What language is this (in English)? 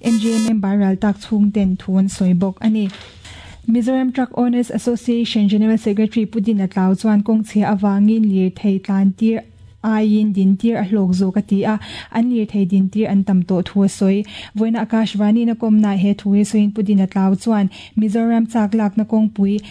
Mizo